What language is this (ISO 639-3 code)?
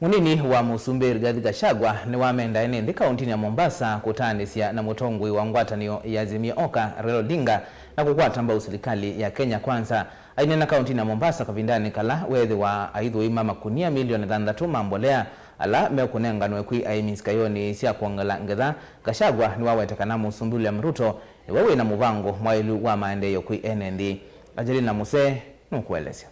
kam